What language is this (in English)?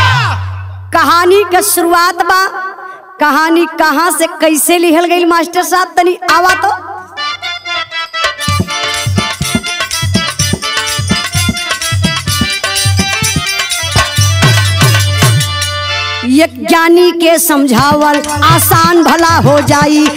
Bhojpuri